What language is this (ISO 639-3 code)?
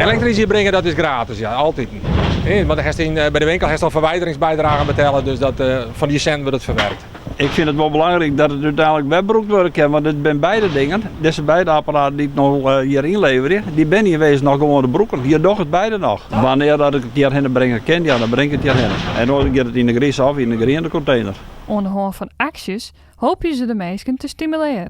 fry